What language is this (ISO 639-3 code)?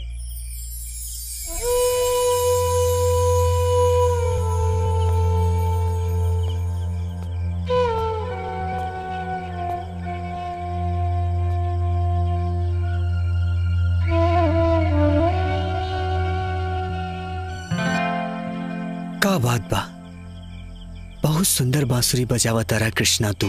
bho